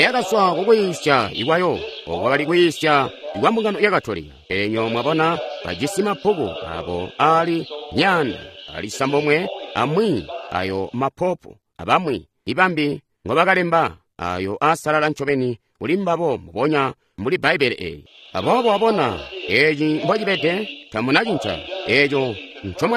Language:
Tonga (Zambia)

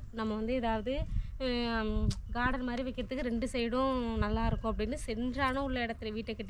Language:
Tamil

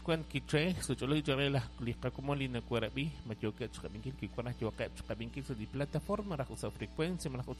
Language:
Kekchí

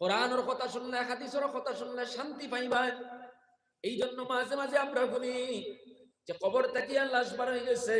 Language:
Sylheti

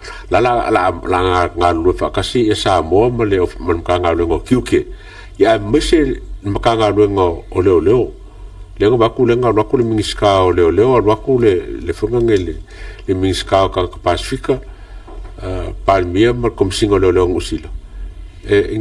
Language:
Samoan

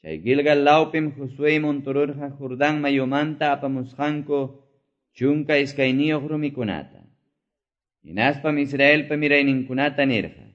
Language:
Quechua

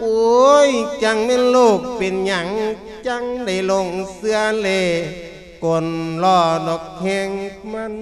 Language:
Lao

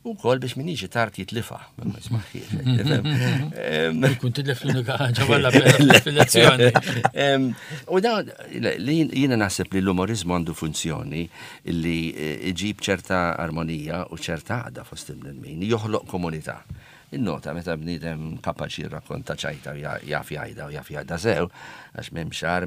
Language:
Maltese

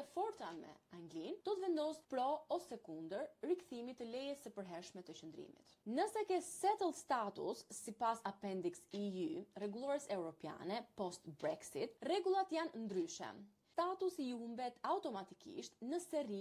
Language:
Albanian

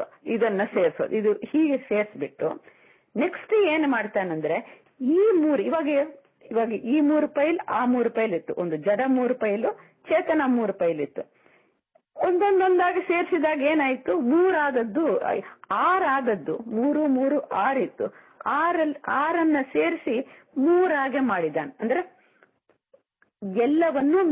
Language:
Kannada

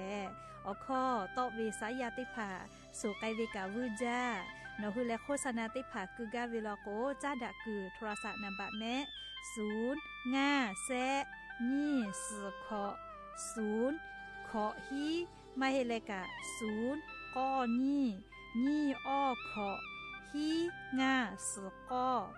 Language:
Lahu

